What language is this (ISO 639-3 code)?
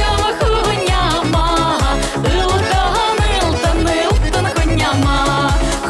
chv